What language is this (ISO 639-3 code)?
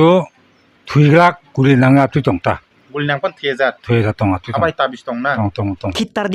trp